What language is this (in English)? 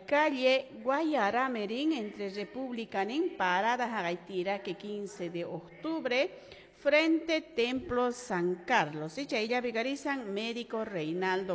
Quechua